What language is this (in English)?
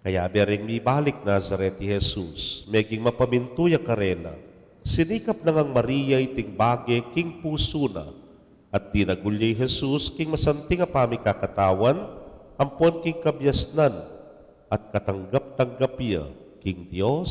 Pampanga